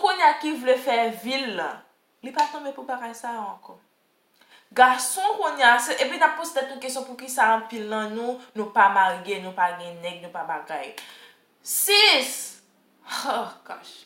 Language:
Haitian Creole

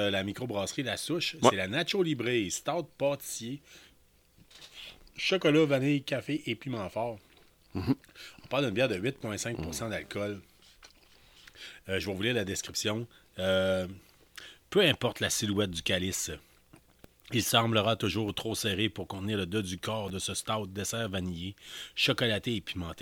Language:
French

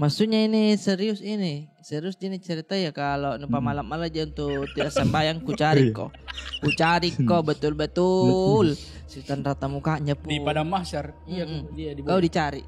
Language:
Makassar Malay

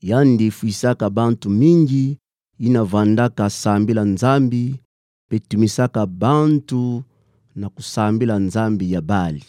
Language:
Kituba (Democratic Republic of Congo)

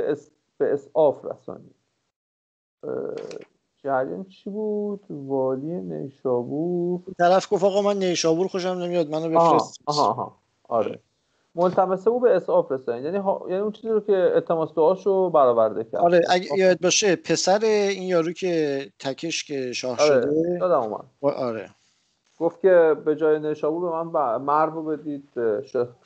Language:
Persian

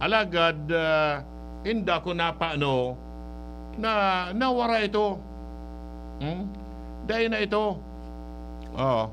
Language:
Bikol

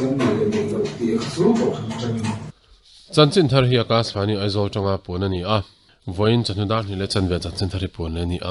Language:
Mizo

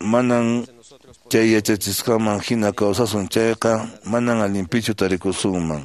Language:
Quechua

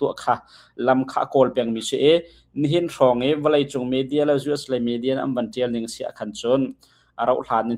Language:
Hakha Chin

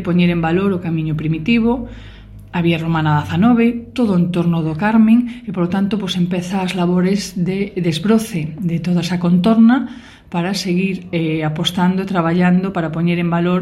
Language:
Galician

